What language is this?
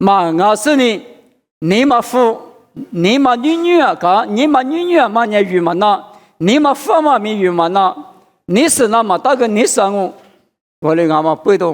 Lisu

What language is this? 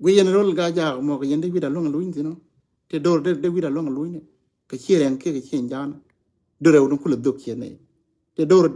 Nuer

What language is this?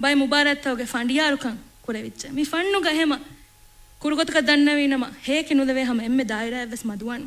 Divehi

